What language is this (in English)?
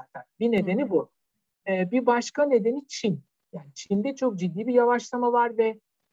Turkish